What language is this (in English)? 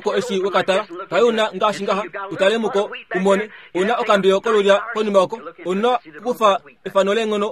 Kuanyama